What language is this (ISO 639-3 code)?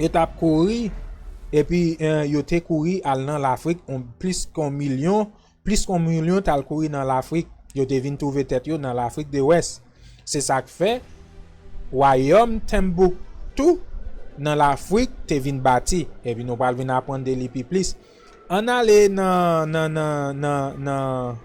hat